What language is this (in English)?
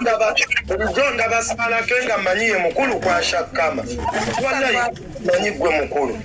Ganda